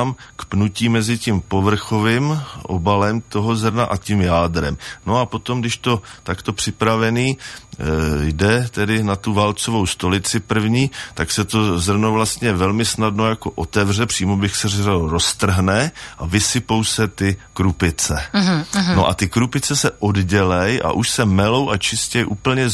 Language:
Czech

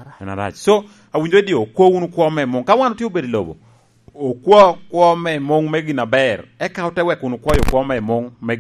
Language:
Lango (Uganda)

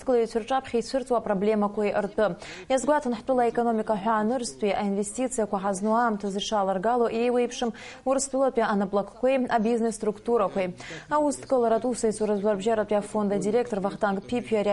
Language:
Abkhazian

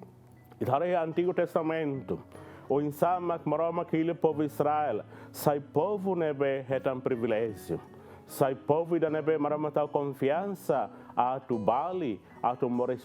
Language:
Tetum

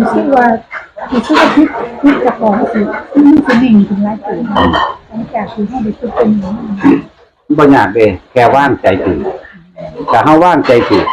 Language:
Northeastern Thai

